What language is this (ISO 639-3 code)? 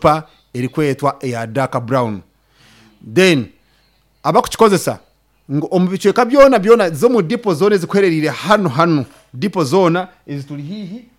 nyn